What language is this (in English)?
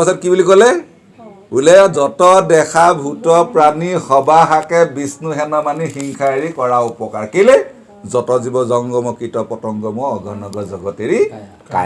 Assamese